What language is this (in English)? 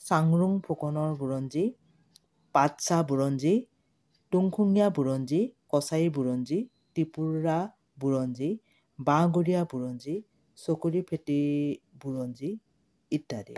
Assamese